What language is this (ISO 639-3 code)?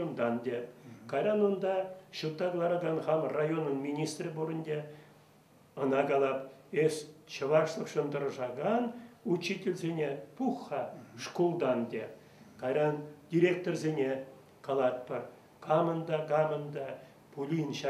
chv